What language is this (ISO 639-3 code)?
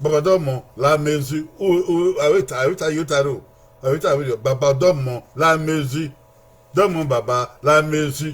bin